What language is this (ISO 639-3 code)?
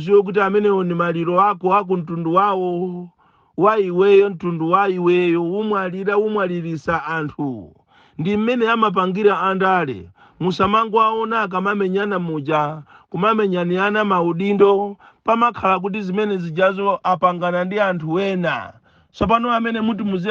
nya